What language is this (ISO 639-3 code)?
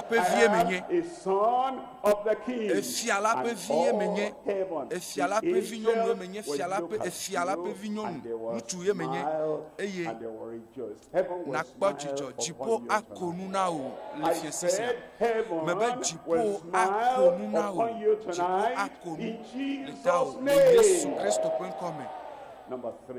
ewe